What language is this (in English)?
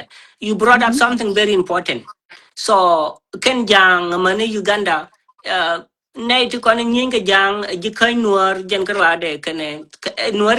Nuer